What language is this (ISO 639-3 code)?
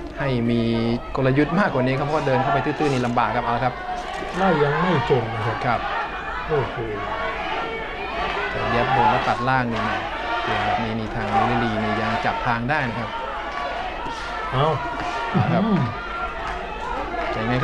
tha